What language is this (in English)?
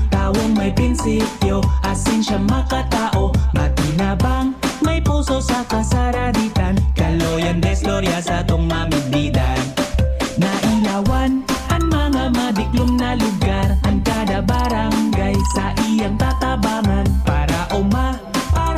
Bikol